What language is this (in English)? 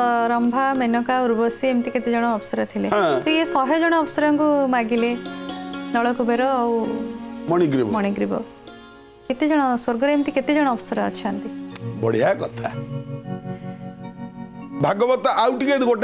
Odia